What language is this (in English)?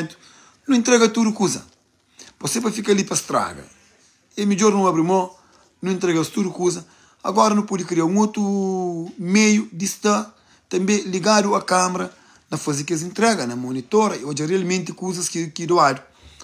Kabuverdianu